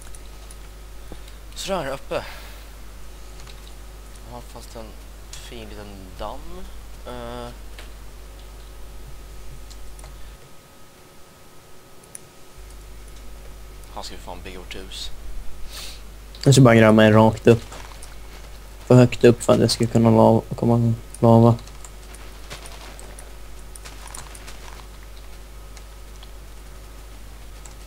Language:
Swedish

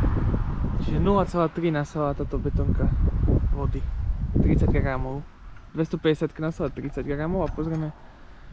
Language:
Slovak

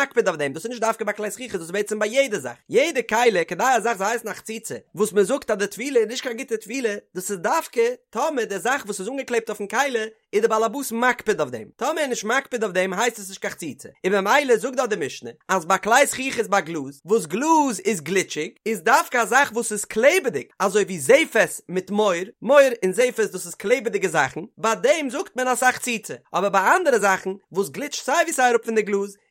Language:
Yiddish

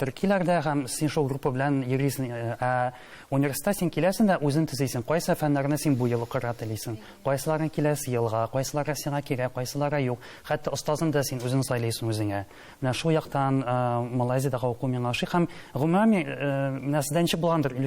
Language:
Tatar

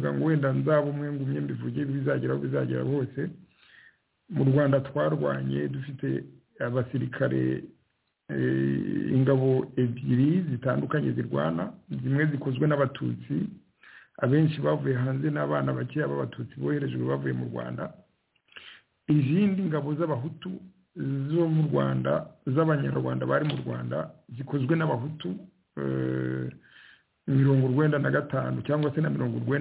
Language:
Kinyarwanda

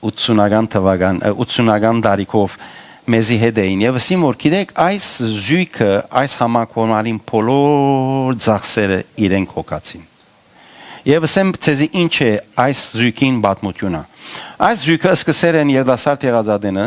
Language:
Western Armenian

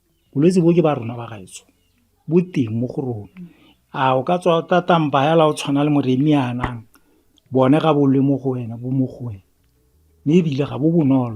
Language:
Tswana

